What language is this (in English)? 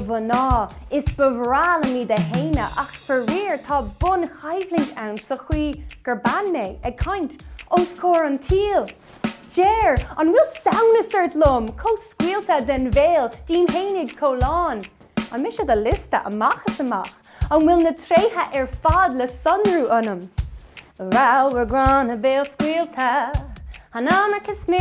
Irish